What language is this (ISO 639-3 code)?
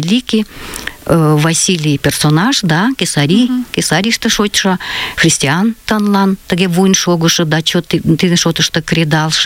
chm